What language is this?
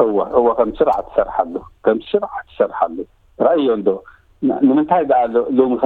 Tigrinya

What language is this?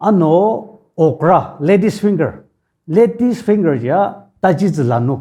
Ao Naga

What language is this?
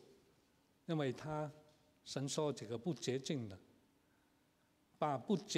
Chinese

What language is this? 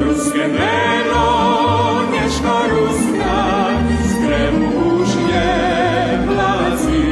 Rusyn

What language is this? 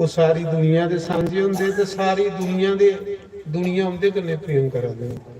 Dogri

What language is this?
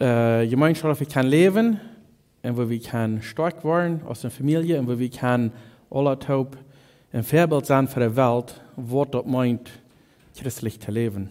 Plautdietsch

